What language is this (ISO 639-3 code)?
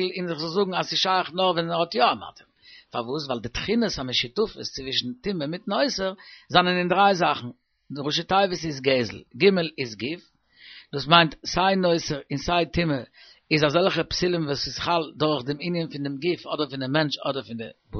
yid